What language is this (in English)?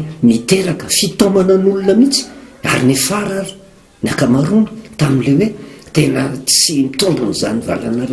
Malagasy